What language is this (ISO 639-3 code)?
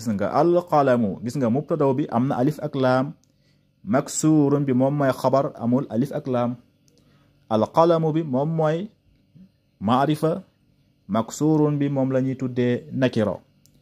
wol